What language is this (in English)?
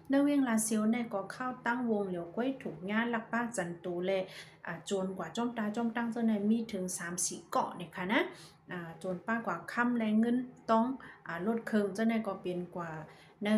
Shan